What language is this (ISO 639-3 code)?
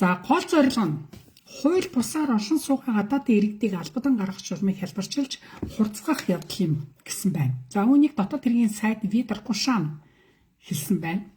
mon